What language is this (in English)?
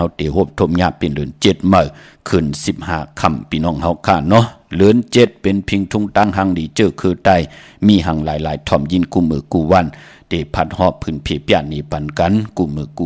Shan